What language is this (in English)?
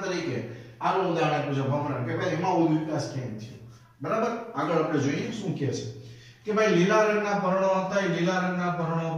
Gujarati